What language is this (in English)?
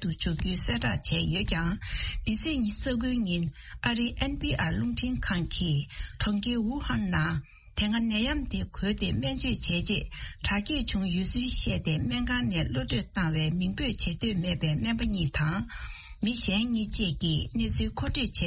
Tibetan